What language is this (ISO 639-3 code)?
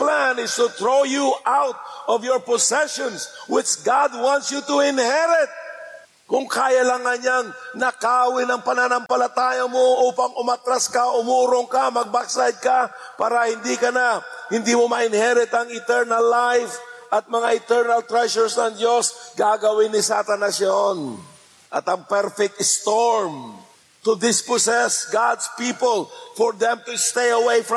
fil